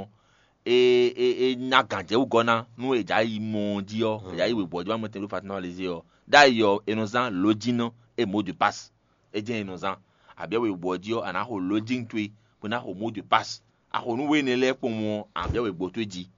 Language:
Fon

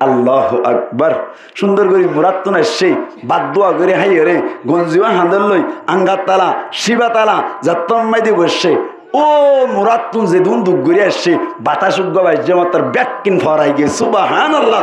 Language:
Rohingya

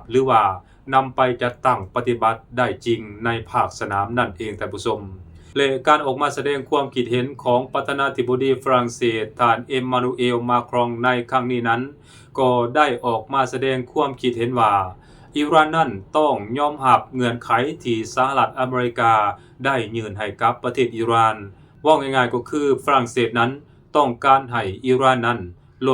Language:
Lao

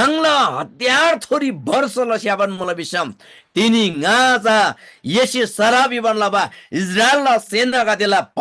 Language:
Eastern Tamang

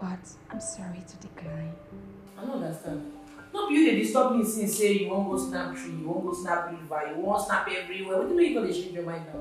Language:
Nigerian Pidgin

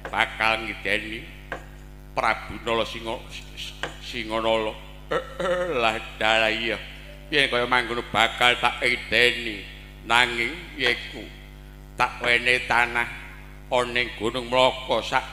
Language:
Javanese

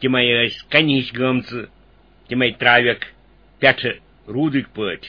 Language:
Kashmiri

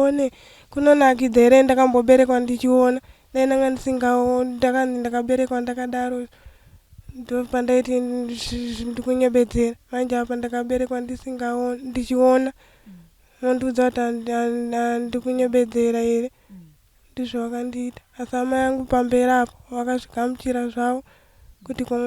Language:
Shona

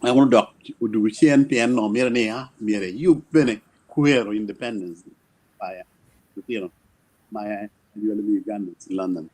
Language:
Acoli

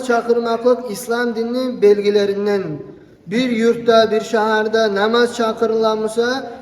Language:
Kumyk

